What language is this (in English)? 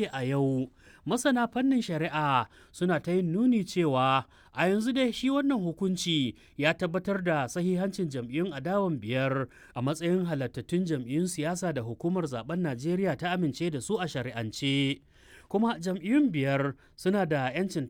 Hausa